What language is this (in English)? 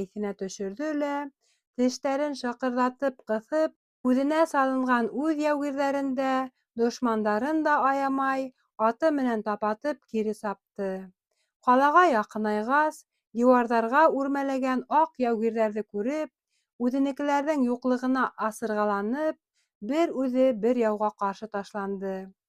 Bashkir